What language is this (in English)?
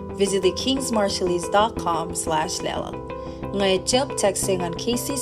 Marshallese